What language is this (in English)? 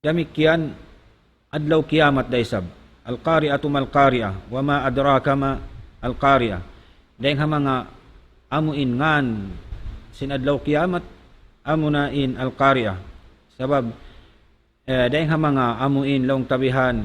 Tausug